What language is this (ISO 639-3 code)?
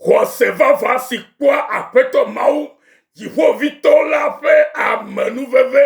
ewe